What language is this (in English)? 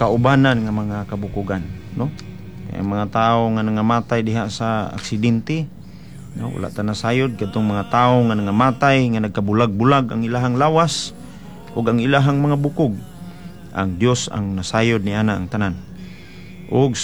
Cebuano